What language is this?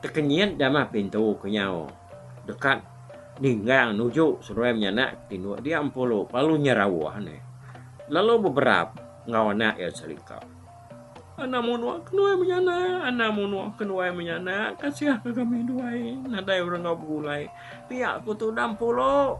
Iban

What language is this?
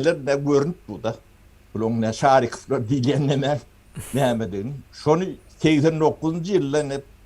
Turkmen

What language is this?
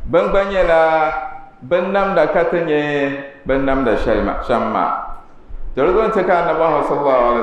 Dagbani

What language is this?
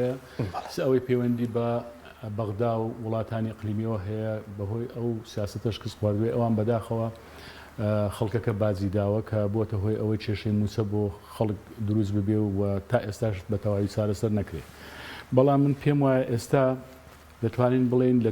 Central Kurdish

